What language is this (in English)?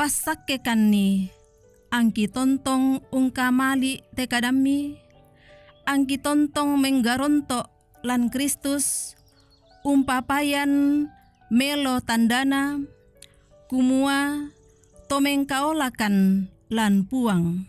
Toraja-Sa'dan